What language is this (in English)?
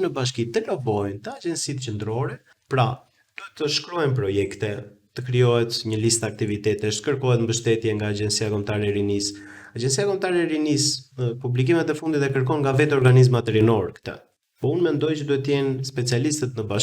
Albanian